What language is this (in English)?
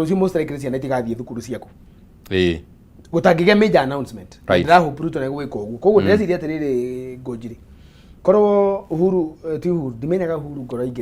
Kikuyu